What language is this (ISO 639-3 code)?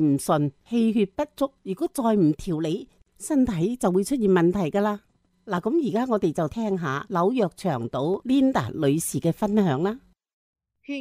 yue